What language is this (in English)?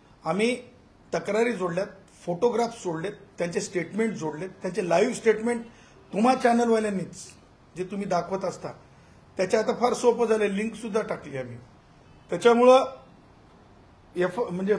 Marathi